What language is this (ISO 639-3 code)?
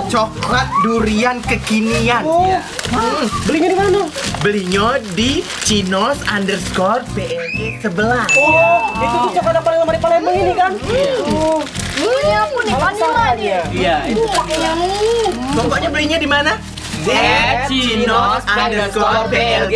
mui